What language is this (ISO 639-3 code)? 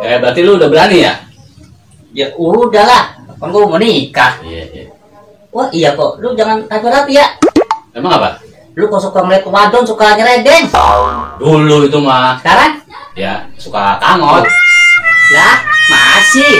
bew